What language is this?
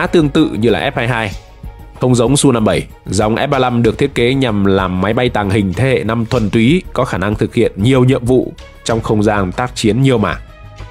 Vietnamese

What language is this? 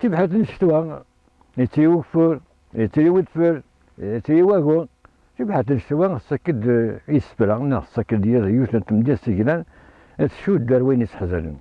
Kabyle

